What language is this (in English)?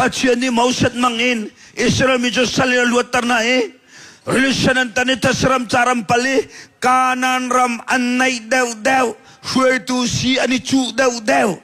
Hakha Chin